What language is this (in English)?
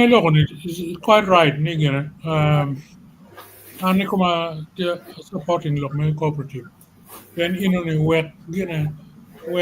Acoli